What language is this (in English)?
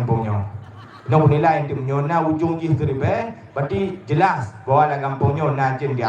Achinese